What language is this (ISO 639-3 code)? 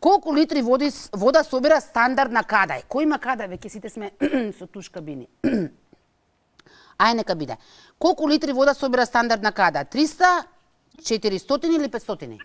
mkd